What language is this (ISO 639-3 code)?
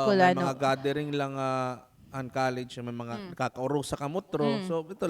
war